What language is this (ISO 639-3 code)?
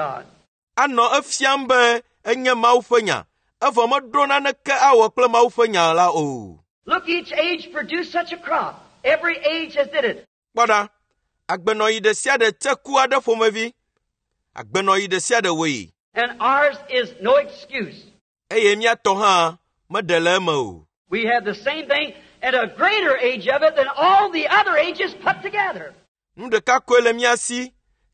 ewe